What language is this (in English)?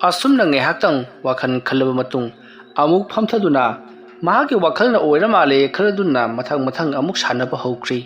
Manipuri